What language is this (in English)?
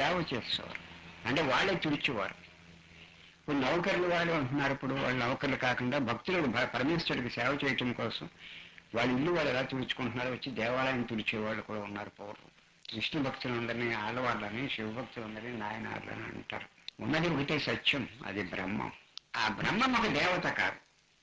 Telugu